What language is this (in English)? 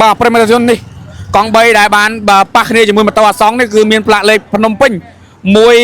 Khmer